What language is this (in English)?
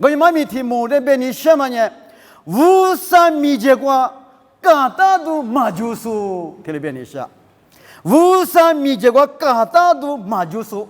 Lisu